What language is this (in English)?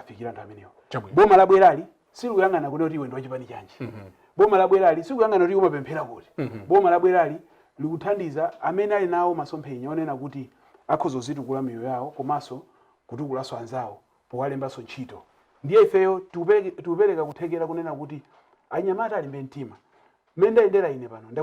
Nyanja